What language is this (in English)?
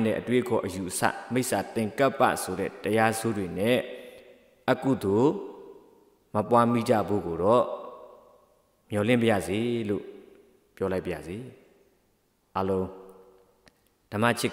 Burmese